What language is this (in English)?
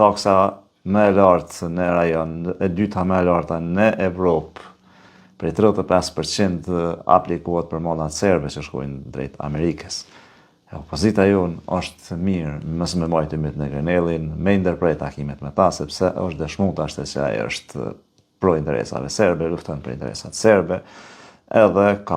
Albanian